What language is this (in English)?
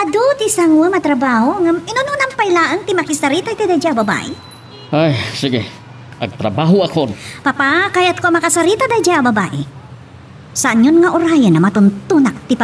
Iloko